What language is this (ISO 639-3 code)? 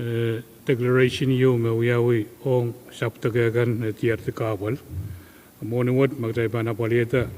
pon